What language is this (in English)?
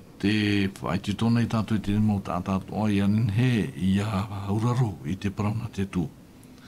Tahitian